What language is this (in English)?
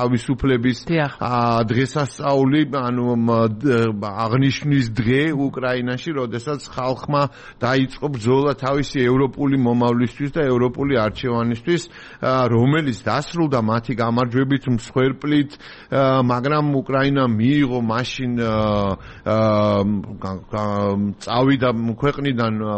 Georgian